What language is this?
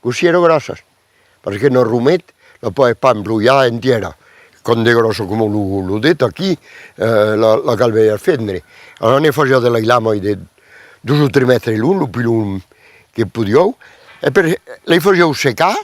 Occitan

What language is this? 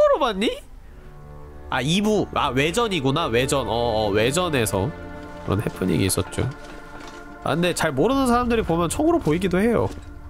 Korean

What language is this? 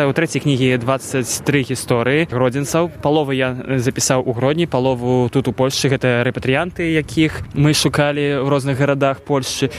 Belarusian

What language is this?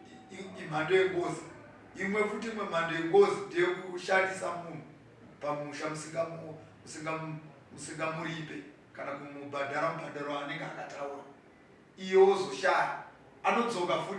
Shona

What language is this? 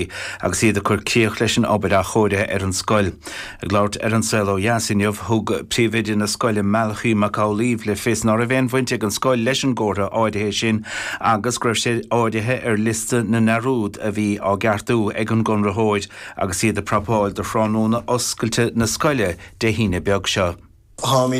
Irish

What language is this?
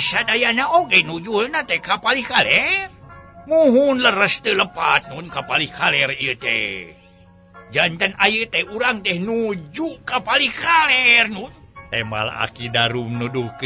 Sundanese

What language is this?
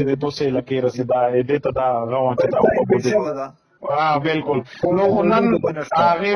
Pashto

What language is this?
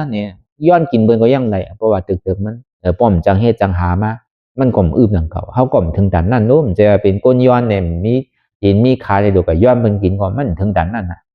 Shan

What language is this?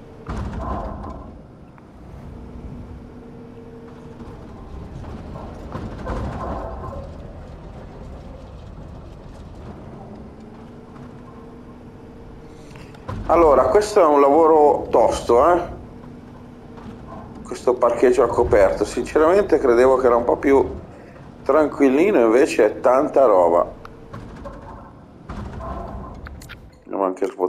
Italian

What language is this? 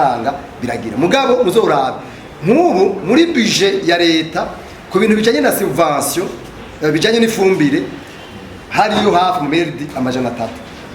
Rundi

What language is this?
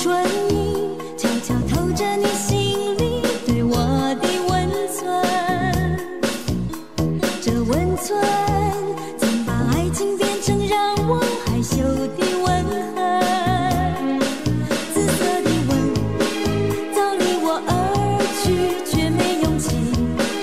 Chinese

